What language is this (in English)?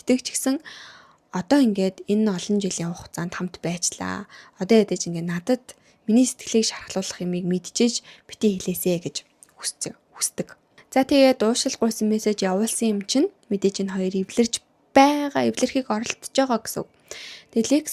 Mongolian